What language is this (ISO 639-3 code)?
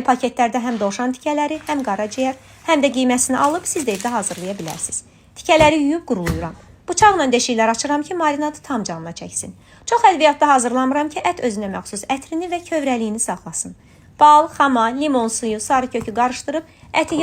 aze